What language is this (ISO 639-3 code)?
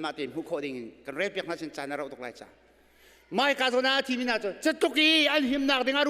cnh